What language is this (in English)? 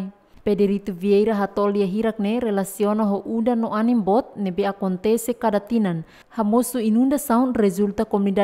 Tetum